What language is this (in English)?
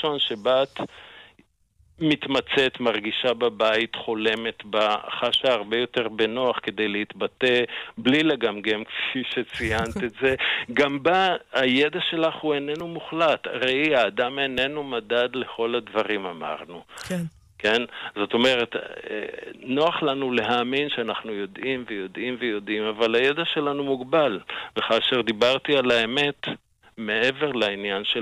Hebrew